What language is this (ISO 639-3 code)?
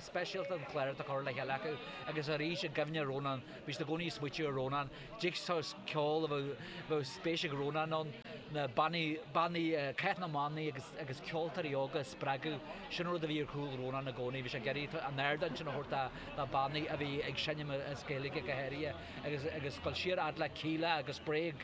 gle